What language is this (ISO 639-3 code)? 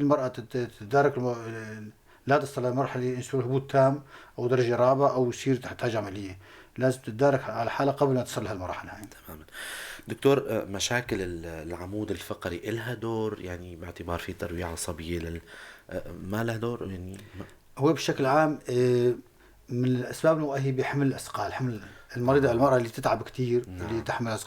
apc